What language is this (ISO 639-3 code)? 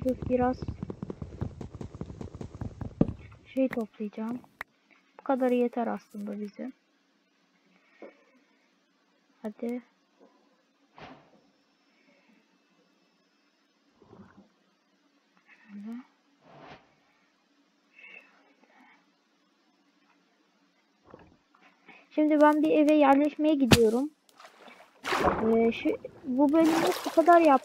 tur